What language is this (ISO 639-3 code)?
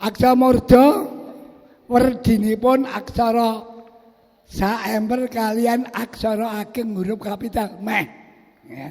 jav